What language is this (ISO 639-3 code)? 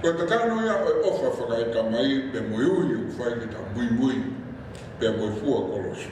ton